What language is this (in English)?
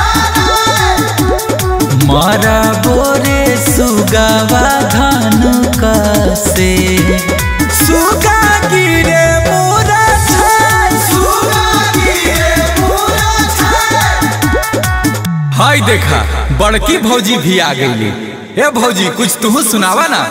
Bhojpuri